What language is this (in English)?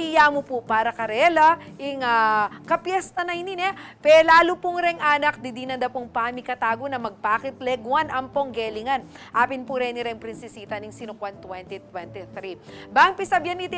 Pampanga